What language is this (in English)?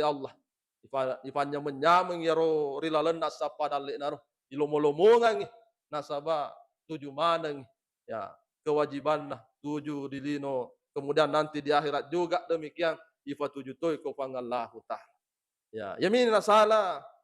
Buginese